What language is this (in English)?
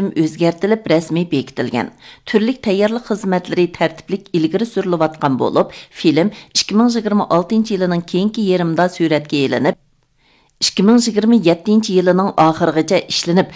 Uyghur